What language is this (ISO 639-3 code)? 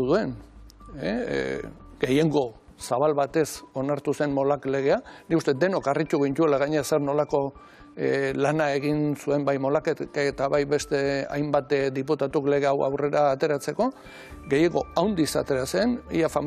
eus